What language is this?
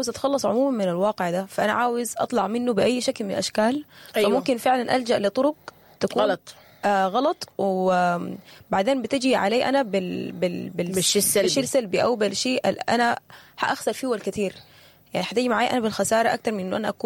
Sudanese Arabic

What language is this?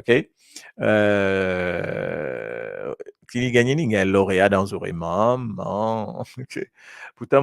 Morisyen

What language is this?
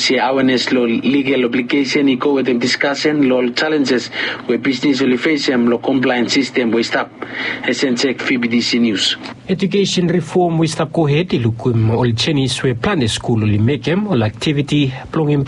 Bislama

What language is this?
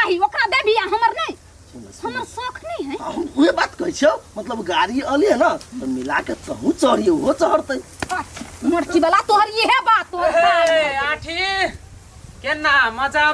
Maithili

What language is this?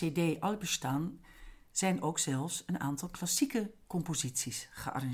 Dutch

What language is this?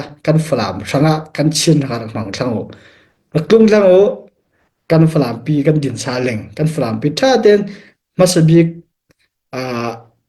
Falam Chin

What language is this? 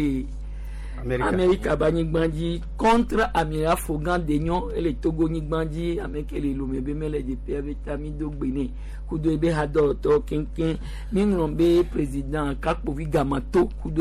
Gen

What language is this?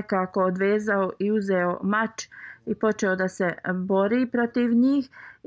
Bosnian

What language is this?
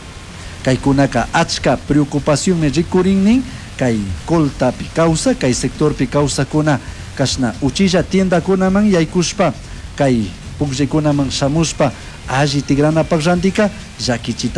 Chimborazo Highland Quichua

